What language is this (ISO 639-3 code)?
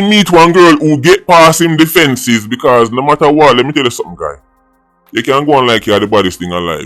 jam